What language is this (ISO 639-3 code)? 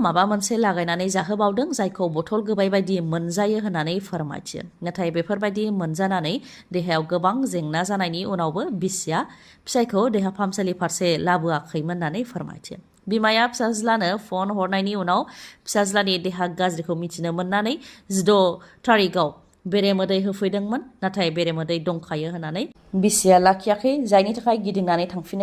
brx